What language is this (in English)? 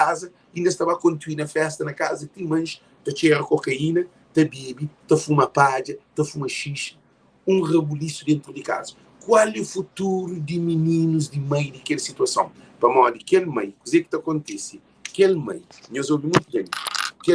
Kabuverdianu